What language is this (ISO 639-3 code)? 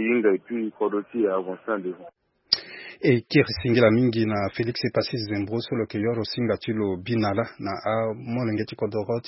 sag